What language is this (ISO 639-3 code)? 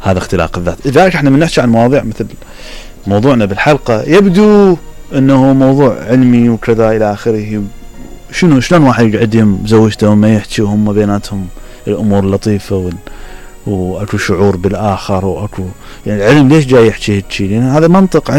acm